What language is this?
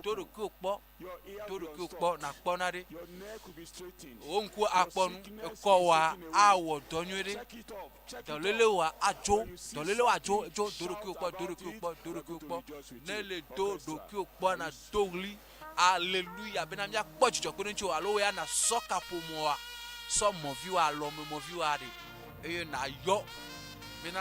Ewe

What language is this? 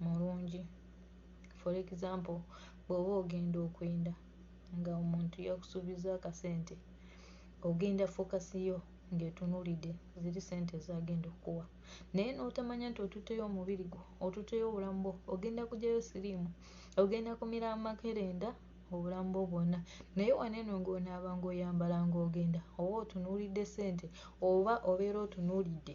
Ganda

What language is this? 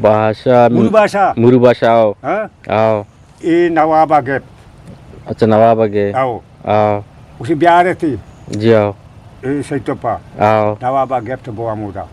Eastern Balochi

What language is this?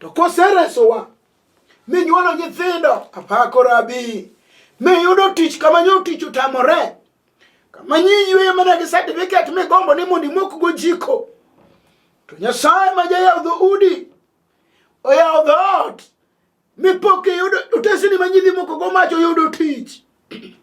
Luo (Kenya and Tanzania)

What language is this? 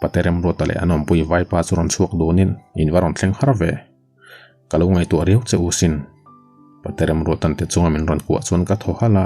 Mizo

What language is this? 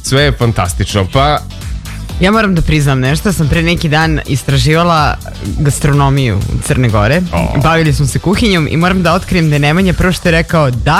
Serbian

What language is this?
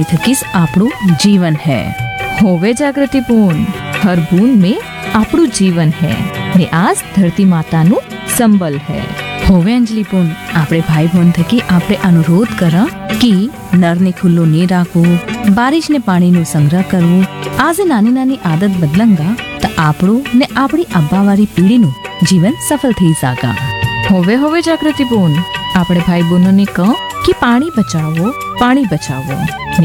Gujarati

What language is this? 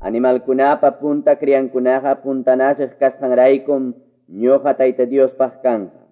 Ayacucho Quechua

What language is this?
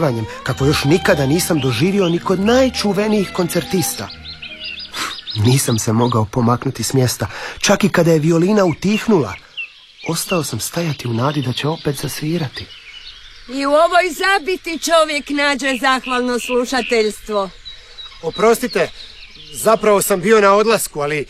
Croatian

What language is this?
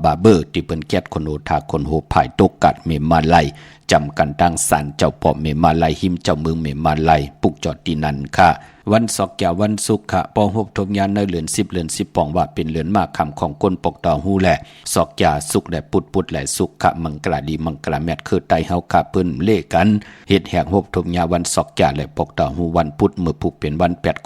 Shan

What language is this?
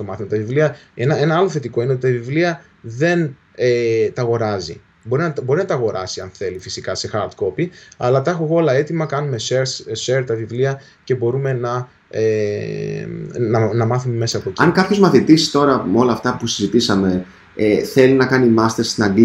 Greek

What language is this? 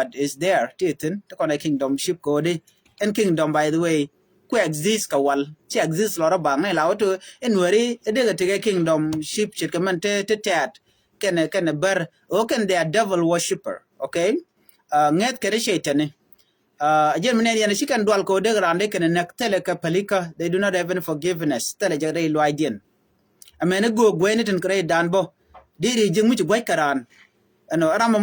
Nuer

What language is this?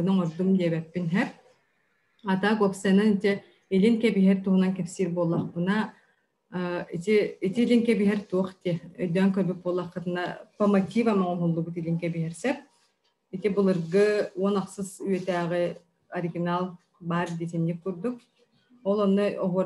Yakut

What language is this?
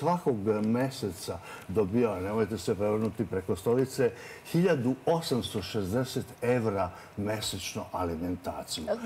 Serbian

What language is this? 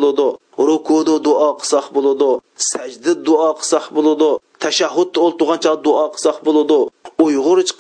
Uyghur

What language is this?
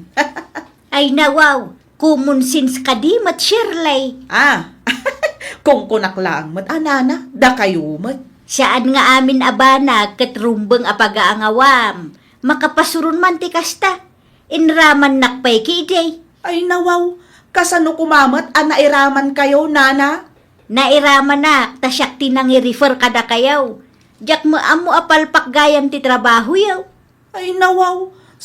Iloko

